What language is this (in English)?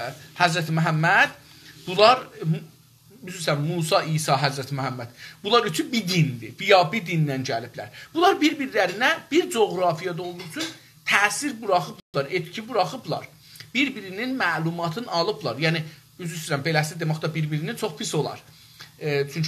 South Azerbaijani